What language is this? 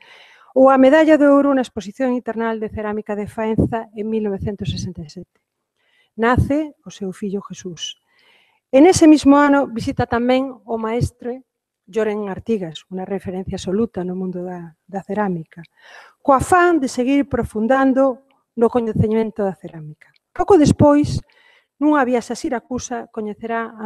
Galician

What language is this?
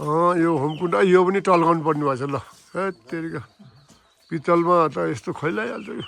Nepali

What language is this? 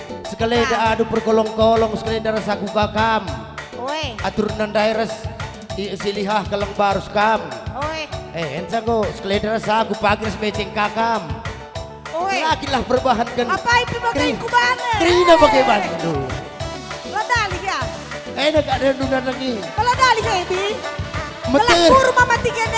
Batak Karo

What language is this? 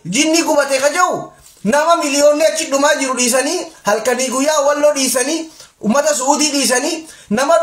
Oromo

